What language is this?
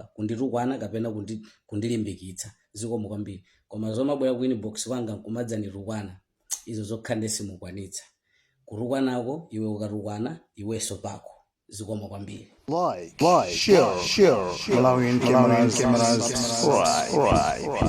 Nyanja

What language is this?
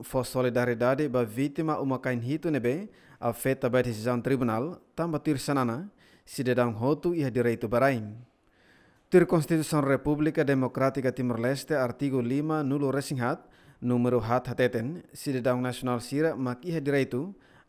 Tetum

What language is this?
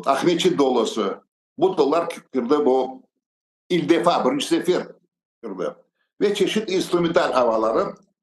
Crimean Tatar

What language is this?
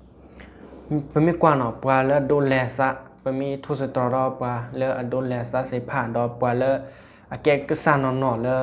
S'gaw Karen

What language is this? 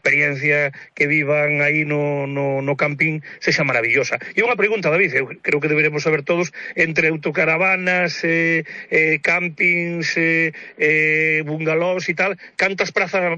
Galician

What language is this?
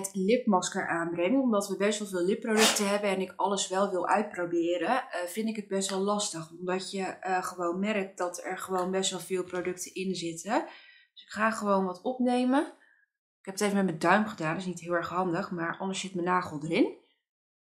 Dutch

